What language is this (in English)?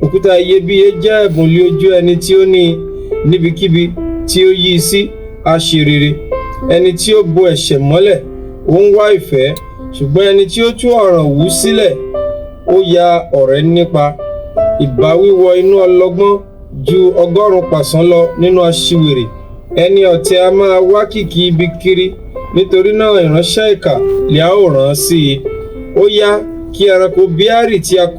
Yoruba